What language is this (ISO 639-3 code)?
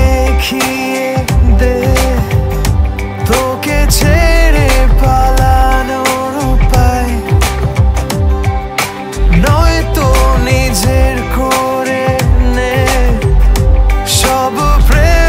ben